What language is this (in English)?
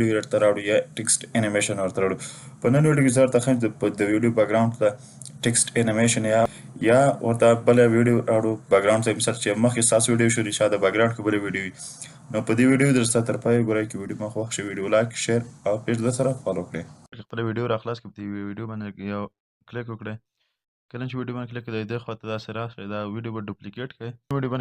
Pashto